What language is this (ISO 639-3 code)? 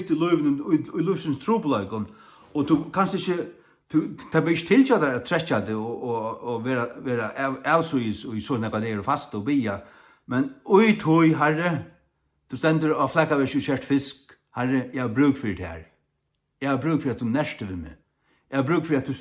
fao